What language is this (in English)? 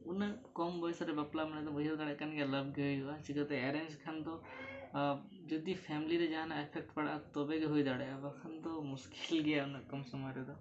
Santali